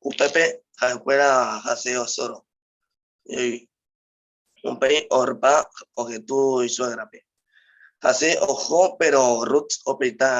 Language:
Guarani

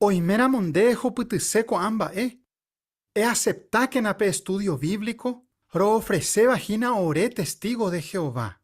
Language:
Guarani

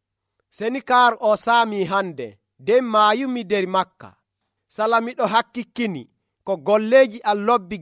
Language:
Nigerian Fulfulde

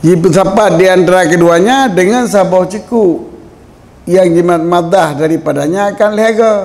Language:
Achinese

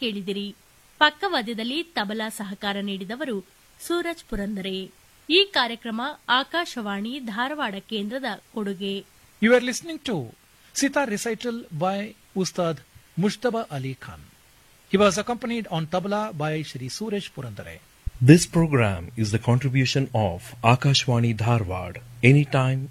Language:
Kannada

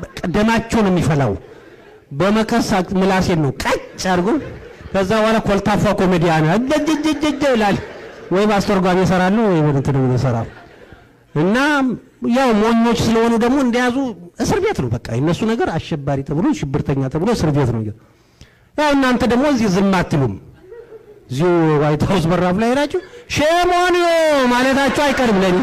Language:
Amharic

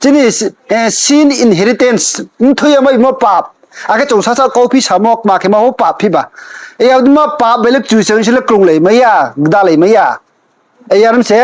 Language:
Riang (India)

